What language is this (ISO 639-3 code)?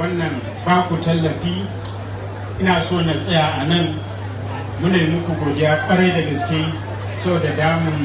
hau